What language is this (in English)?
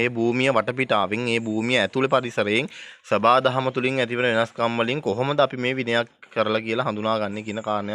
Sinhala